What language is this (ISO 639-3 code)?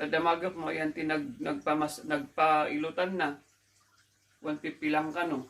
ilo